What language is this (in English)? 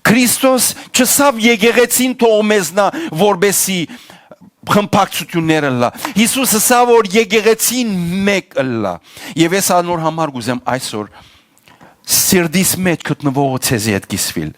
Western Armenian